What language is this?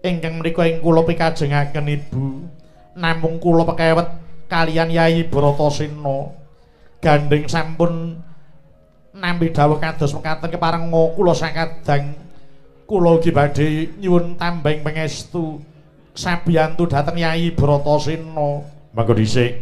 Javanese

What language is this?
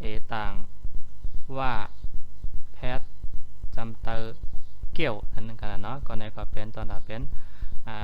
Shan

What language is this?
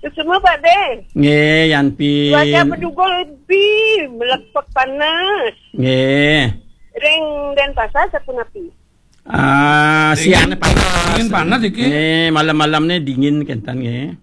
Balinese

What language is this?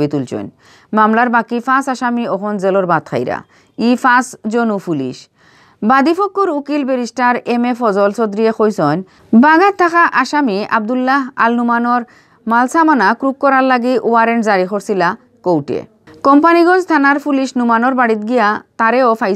Sylheti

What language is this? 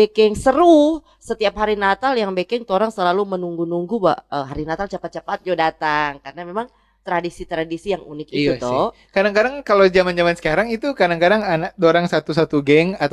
Manado Malay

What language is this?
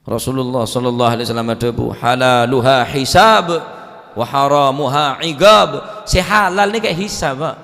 Madurese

